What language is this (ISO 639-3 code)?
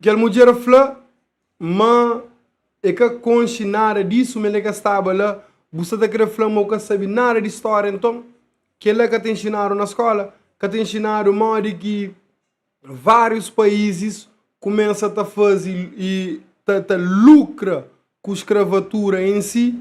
kea